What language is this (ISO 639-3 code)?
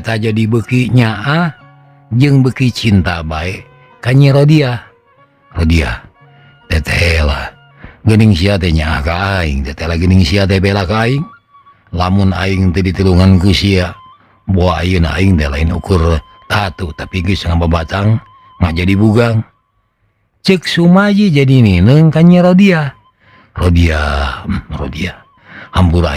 sun